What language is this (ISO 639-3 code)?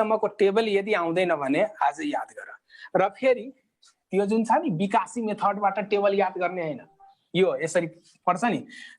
nep